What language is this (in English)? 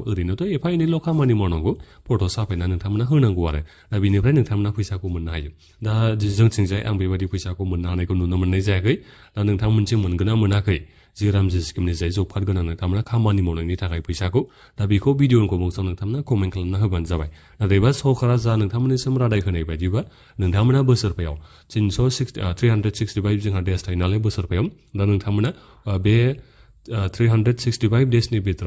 Bodo